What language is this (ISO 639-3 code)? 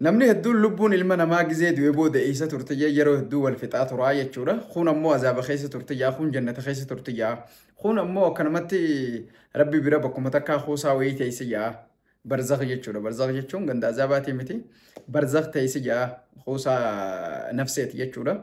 orm